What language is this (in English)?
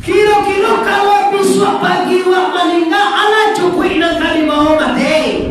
Minangkabau